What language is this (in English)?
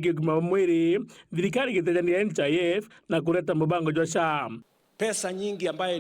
Meru